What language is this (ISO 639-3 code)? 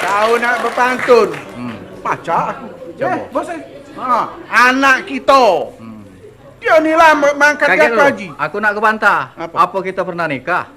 mui